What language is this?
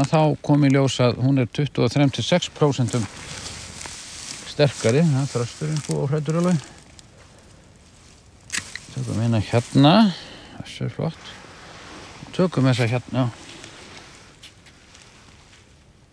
Icelandic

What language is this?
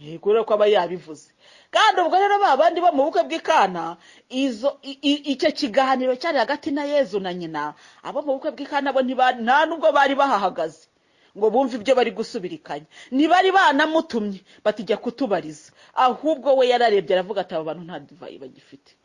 Kinyarwanda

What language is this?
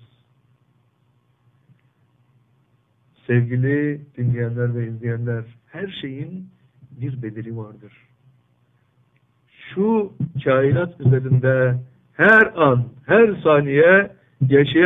Turkish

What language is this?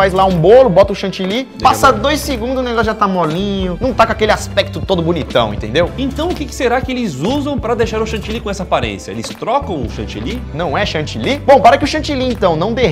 Portuguese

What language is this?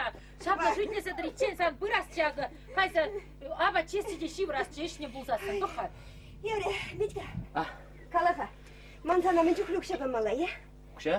Chuvash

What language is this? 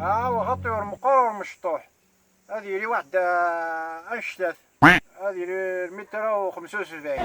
Kabyle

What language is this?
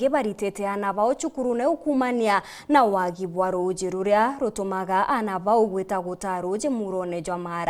Meru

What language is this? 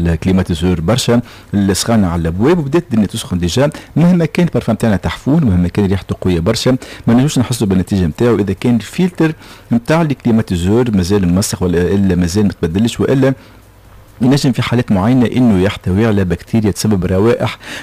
Tunisian Arabic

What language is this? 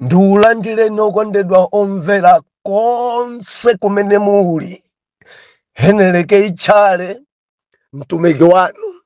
Nyanja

